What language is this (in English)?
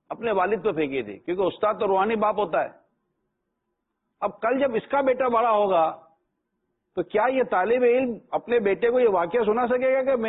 Urdu